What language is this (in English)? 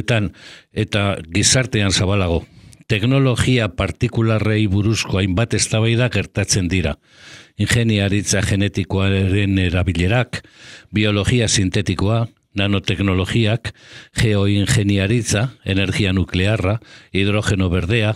Basque